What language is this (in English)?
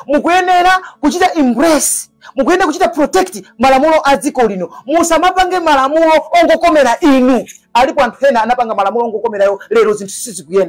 Nyanja